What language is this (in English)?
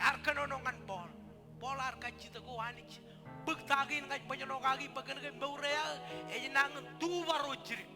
Marshallese